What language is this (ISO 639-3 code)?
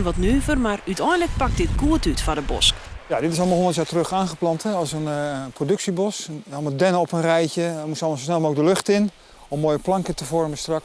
fry